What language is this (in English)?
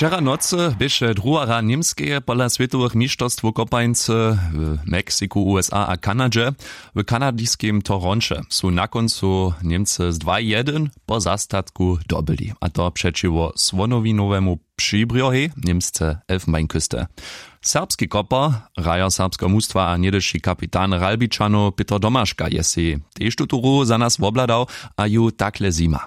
Upper Sorbian